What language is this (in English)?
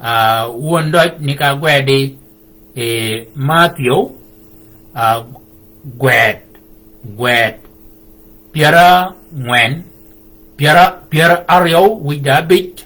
Shilluk